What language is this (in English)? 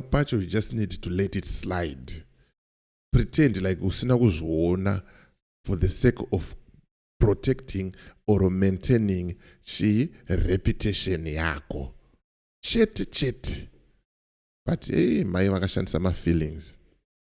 Shona